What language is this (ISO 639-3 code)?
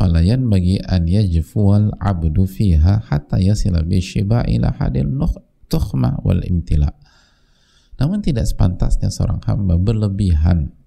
ind